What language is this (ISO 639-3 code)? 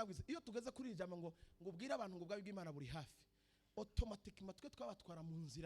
run